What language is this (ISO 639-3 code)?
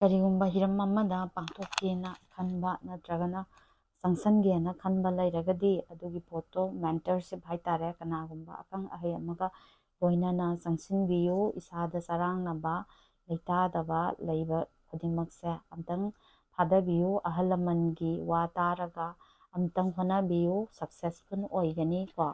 mni